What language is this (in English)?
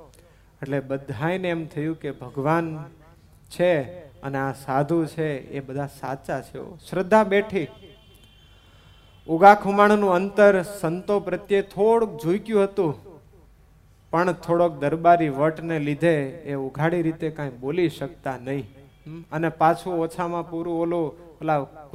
Gujarati